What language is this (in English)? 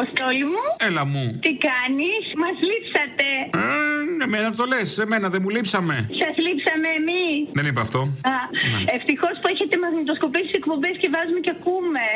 Greek